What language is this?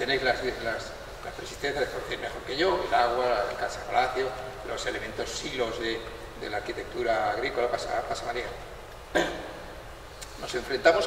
Spanish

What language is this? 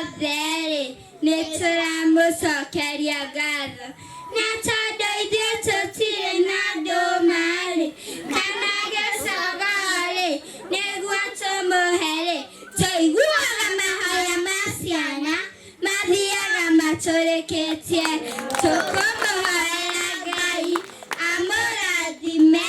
Kikuyu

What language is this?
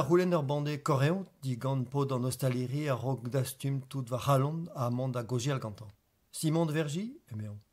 Breton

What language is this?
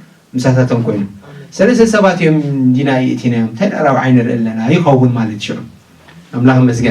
Tigrinya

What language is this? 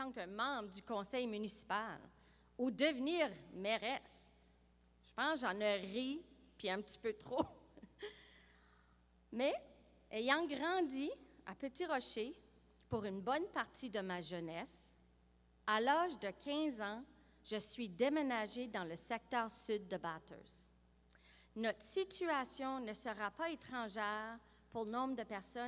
French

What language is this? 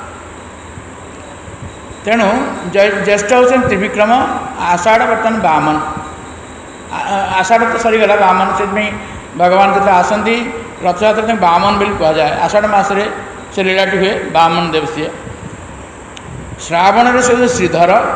Odia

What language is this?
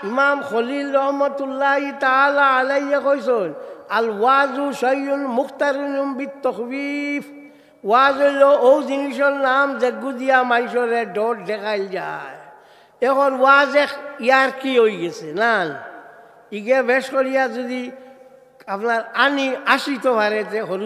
Sylheti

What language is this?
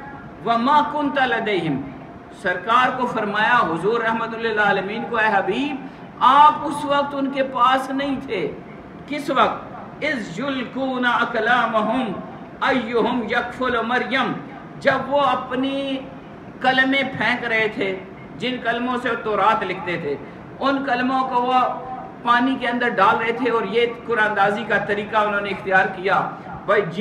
Urdu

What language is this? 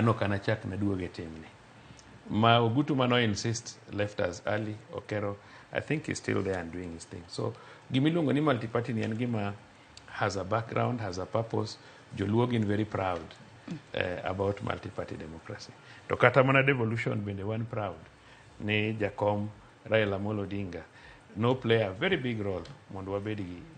Luo (Kenya and Tanzania)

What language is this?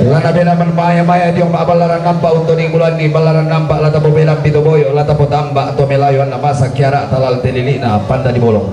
Toraja-Sa'dan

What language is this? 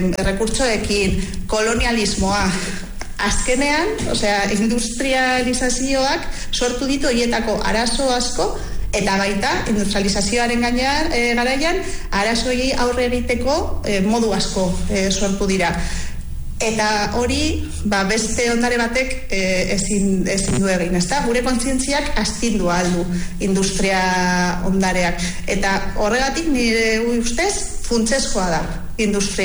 Basque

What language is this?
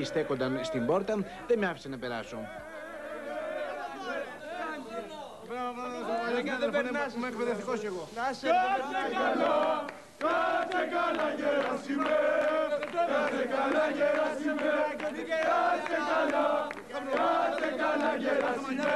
Greek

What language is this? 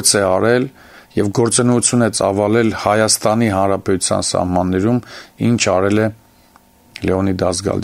Armenian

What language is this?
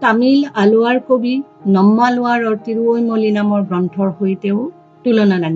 Assamese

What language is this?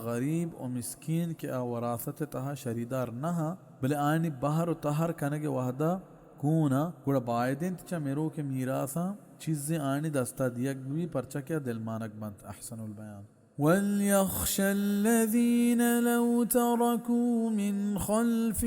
Baluchi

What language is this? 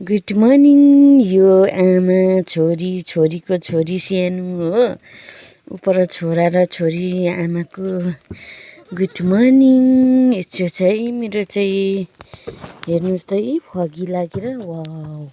Nepali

